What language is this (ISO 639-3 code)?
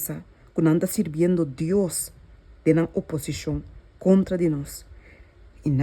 pap